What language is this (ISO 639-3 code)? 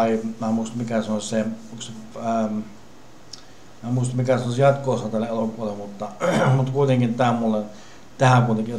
fin